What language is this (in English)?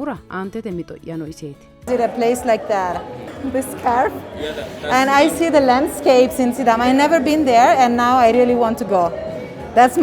Sidamo